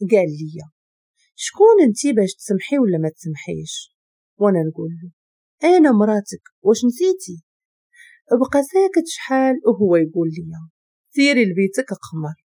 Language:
Moroccan Arabic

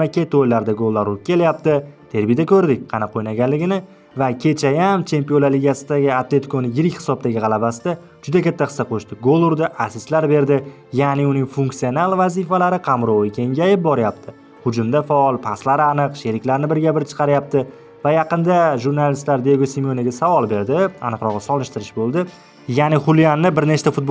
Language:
Uzbek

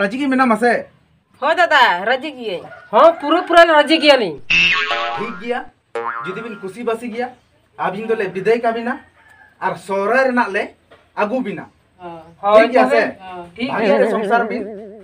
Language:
Santali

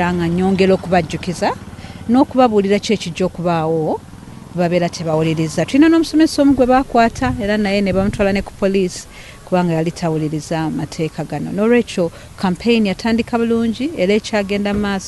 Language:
Ganda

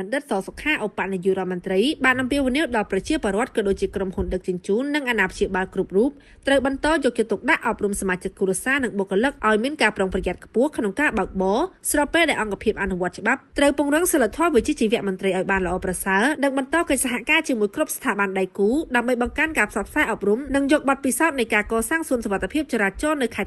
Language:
Khmer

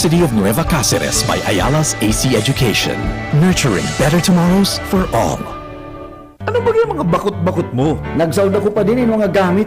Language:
Bikol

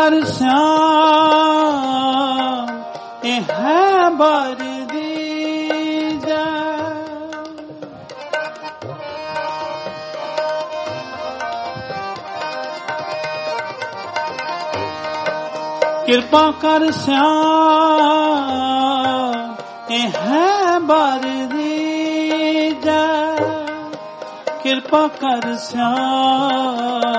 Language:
Punjabi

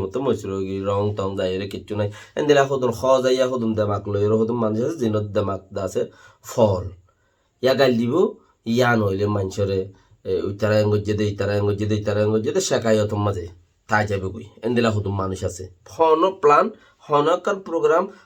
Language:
Rohingya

